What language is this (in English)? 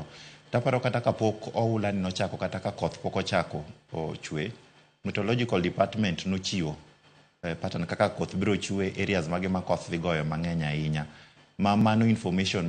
Luo (Kenya and Tanzania)